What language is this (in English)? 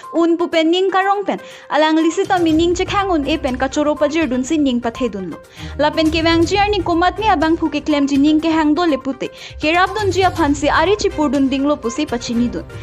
Karbi